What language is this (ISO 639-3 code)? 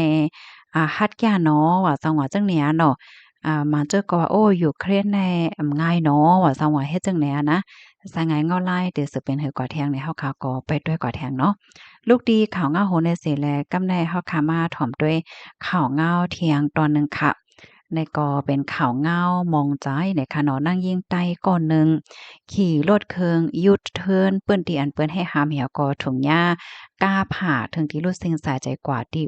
shn